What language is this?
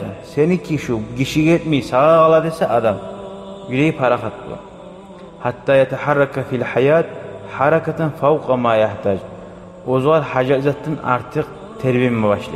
Kumyk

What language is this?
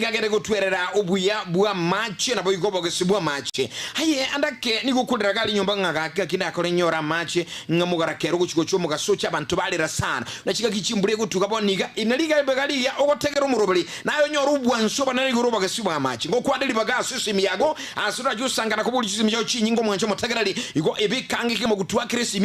Gusii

